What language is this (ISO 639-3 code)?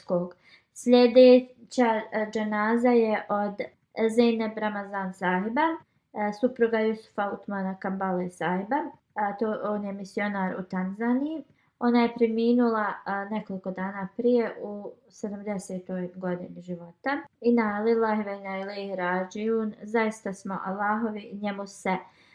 bos